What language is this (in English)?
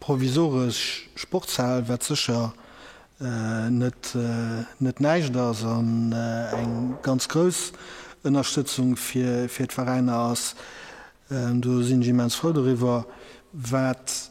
Luxembourgish